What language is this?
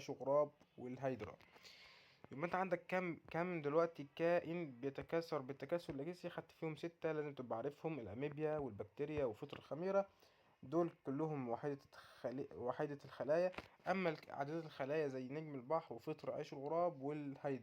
Egyptian Arabic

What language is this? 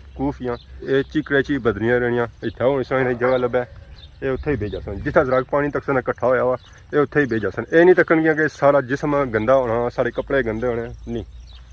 Pahari-Potwari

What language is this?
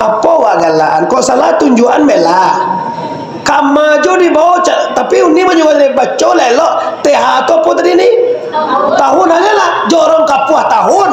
Minangkabau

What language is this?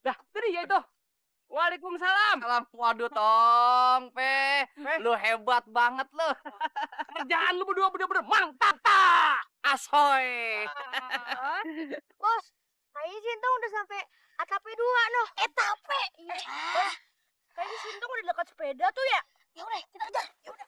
Betawi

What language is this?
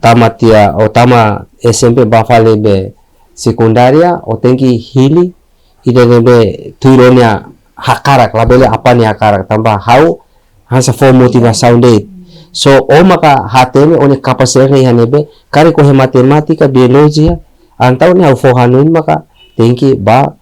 Tetum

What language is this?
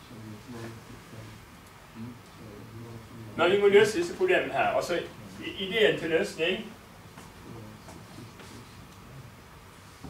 Norwegian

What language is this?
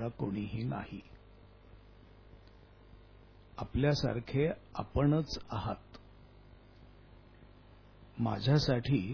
Marathi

